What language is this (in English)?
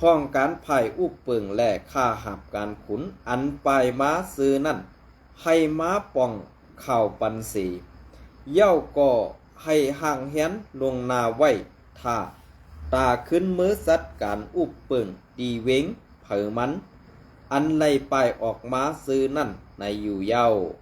Shan